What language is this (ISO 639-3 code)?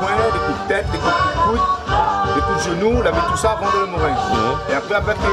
rcf